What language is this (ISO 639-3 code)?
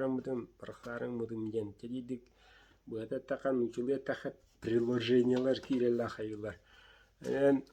sah